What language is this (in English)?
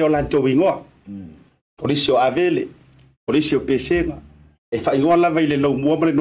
Samoan